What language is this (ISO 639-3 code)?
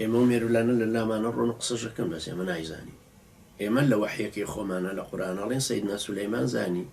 ckb